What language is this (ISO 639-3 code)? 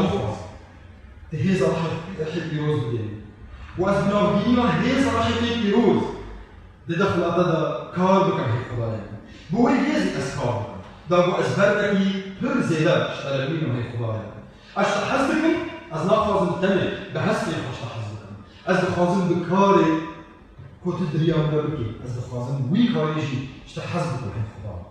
kur